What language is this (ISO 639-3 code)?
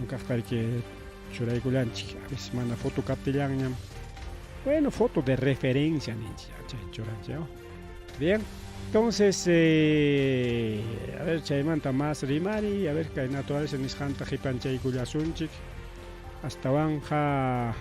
quy